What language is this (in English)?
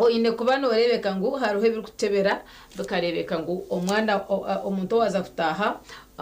Nyankole